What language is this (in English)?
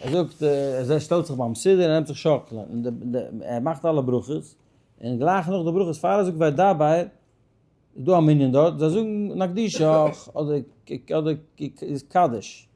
Yiddish